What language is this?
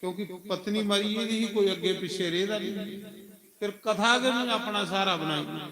Dogri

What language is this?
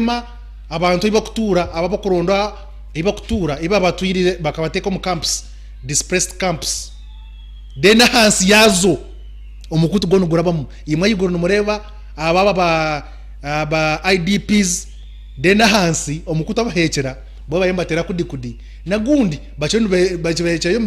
Nyankole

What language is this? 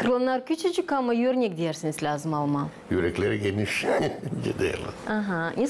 Gagauz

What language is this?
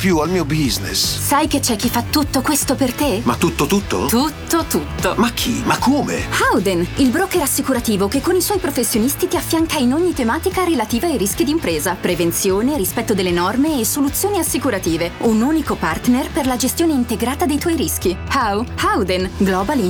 Italian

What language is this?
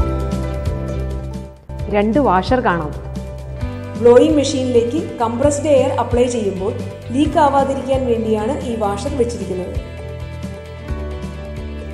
Malayalam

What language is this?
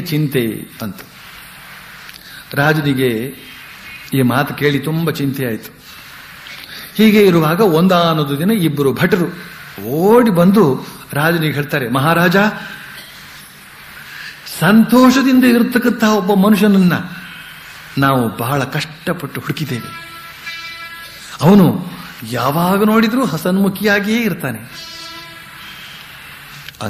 Kannada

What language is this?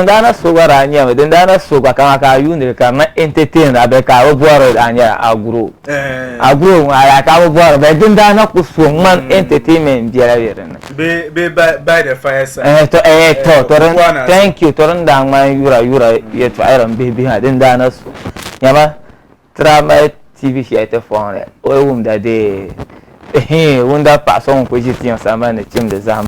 Dagbani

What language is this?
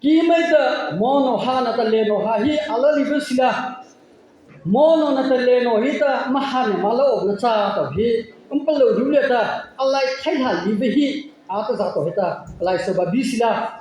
Mara Chin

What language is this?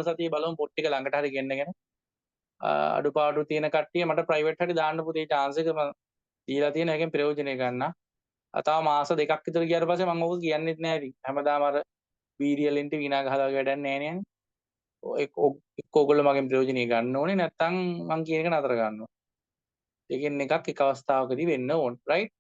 Sinhala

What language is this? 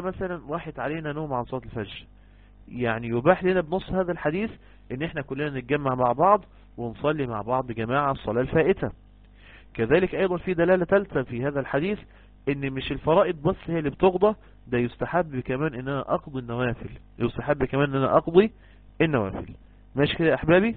Egyptian Arabic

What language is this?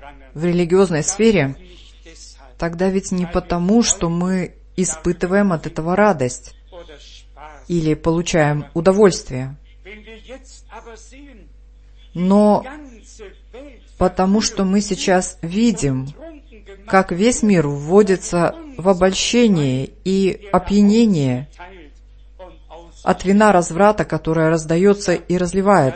Russian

